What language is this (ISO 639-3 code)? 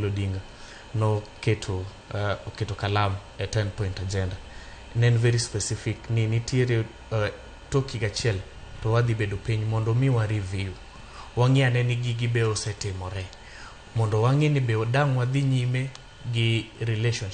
luo